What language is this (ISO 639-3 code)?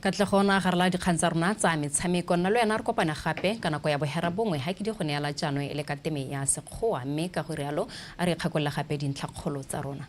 tsn